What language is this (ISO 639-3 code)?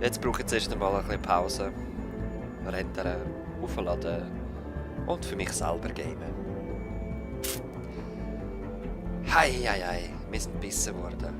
gsw